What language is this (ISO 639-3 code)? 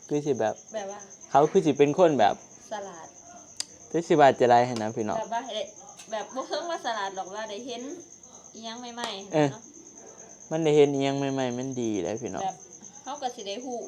tts